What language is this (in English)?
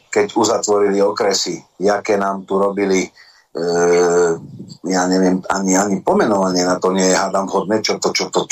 Slovak